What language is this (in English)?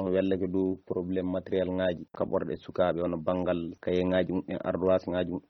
Fula